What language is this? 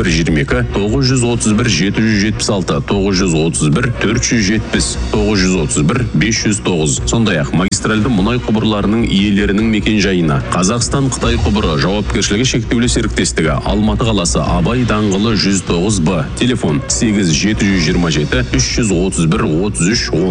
Kazakh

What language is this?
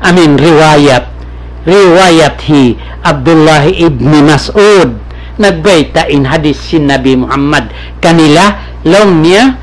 Tausug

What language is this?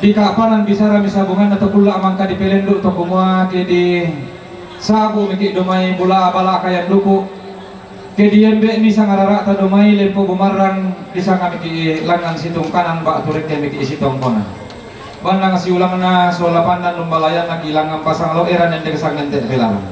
Toraja-Sa'dan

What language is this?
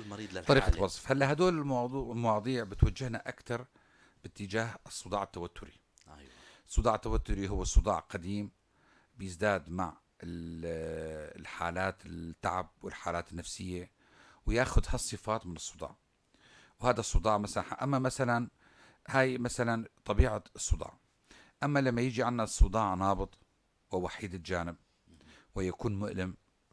North Levantine Arabic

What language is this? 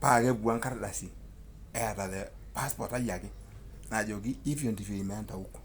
Masai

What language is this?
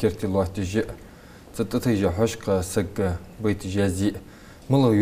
Ingush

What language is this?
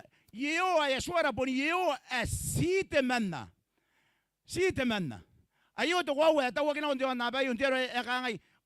Gilbertese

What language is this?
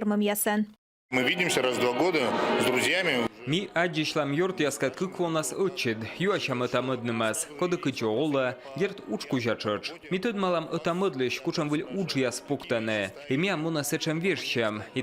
Komi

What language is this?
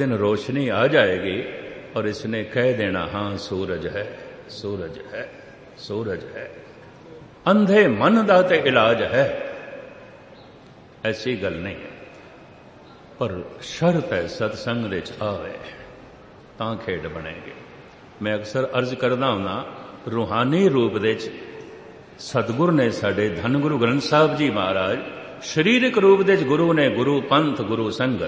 Punjabi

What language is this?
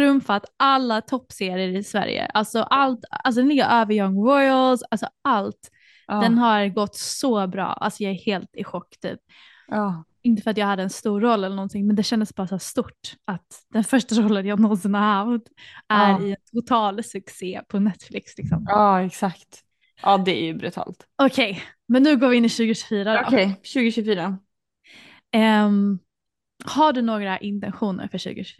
Swedish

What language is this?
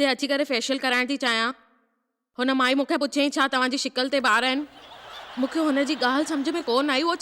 Sindhi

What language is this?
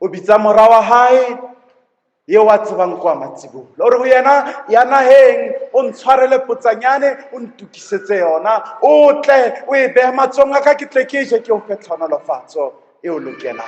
Southern Sotho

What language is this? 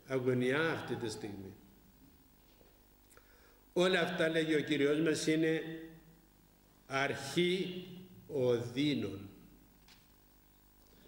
Greek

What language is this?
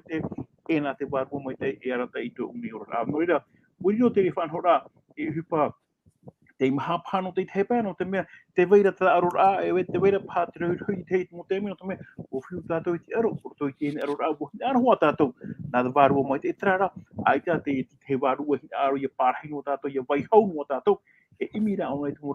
Tahitian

